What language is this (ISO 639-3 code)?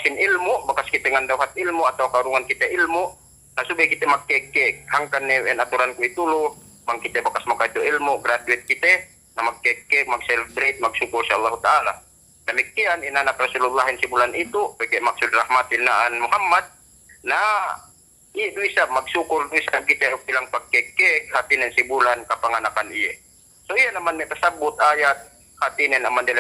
yka